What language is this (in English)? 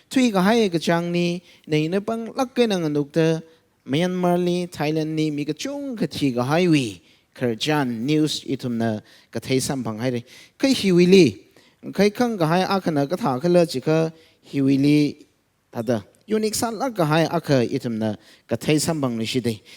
Tangkhul Naga (India)